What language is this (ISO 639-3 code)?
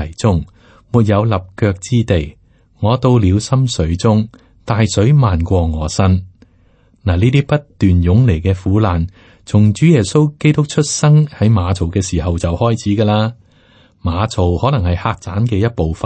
yue